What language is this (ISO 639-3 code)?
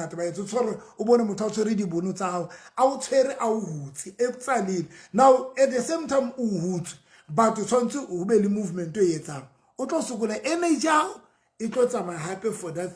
sot